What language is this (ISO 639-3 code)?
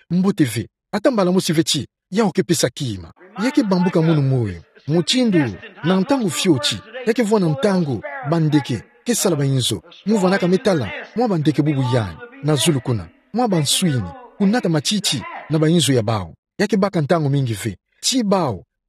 ktu